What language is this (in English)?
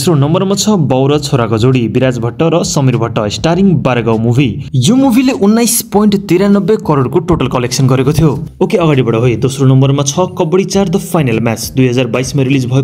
Nepali